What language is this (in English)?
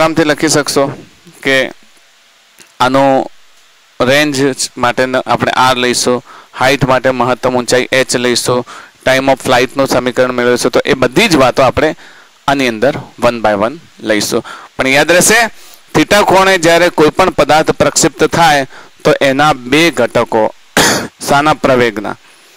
Gujarati